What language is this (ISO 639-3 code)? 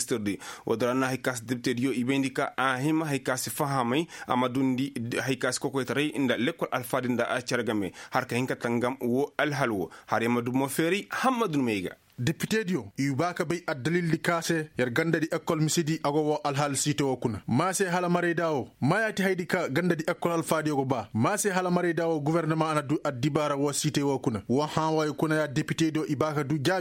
ses